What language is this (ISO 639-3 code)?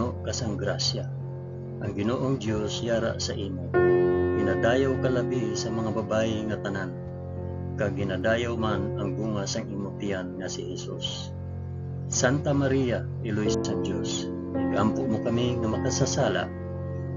hil